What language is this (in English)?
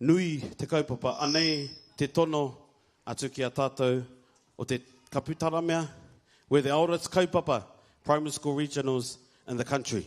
Māori